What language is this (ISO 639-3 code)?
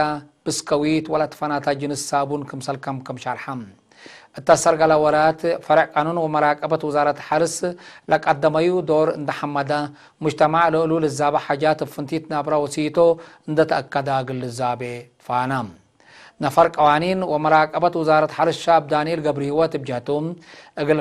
tig